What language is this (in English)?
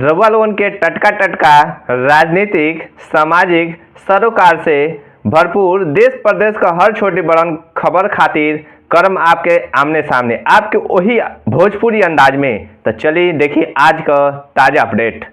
Bhojpuri